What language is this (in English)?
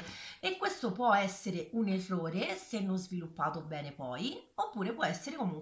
Italian